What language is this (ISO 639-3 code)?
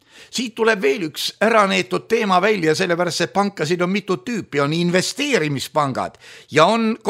est